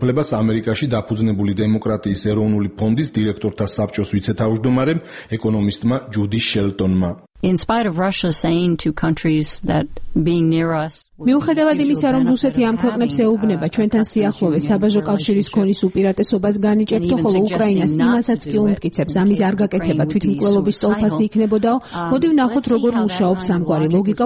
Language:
Georgian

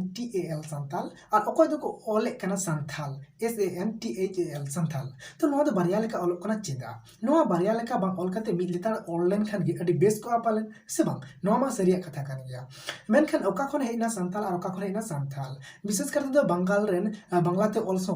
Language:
Santali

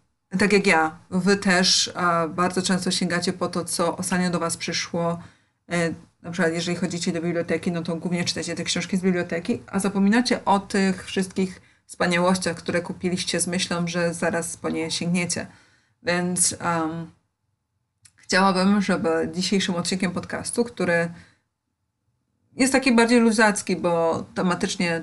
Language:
Polish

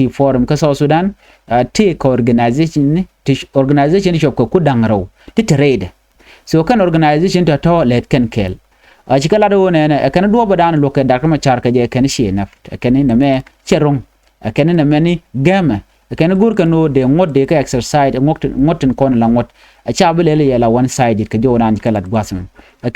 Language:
Nuer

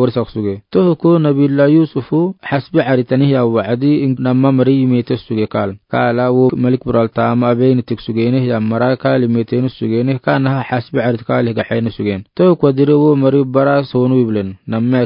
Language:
Afar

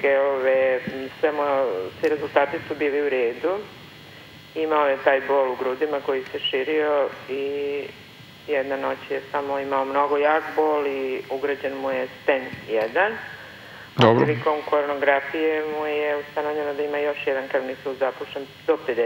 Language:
Serbian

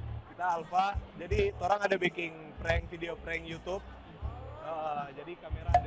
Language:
Manado Malay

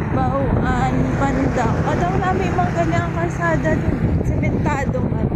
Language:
Hiligaynon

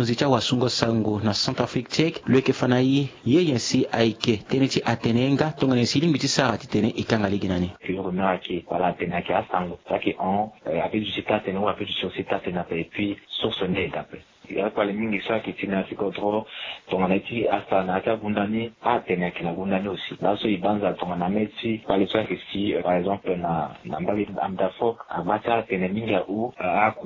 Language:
Sango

